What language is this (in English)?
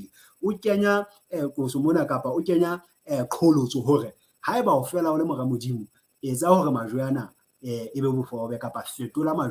Southern Sotho